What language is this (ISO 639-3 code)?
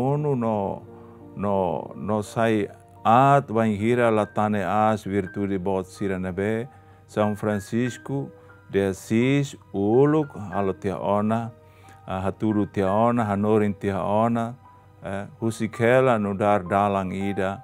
tet